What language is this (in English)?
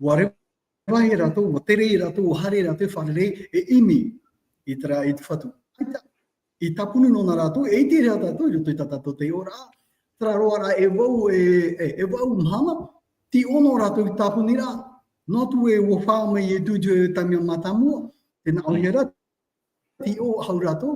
Tahitian